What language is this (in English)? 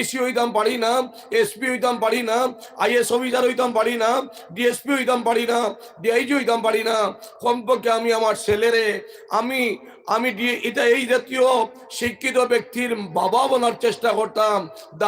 Sylheti